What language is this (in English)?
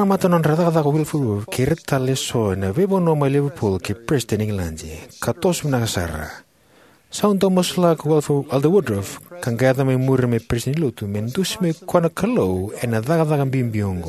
Fijian